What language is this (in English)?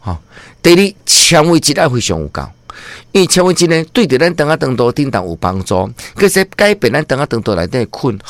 Min Nan Chinese